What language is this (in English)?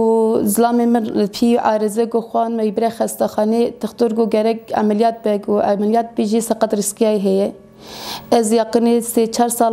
Kurdish